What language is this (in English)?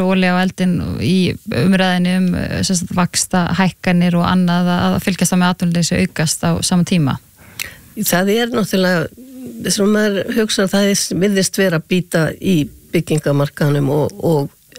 Icelandic